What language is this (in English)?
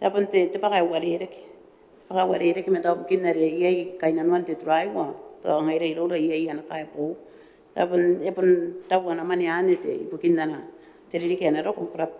Gilbertese